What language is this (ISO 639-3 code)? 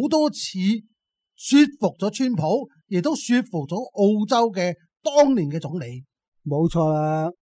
yue